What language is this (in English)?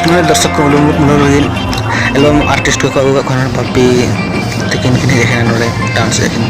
Santali